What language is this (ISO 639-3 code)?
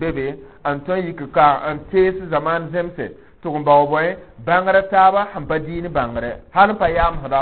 mos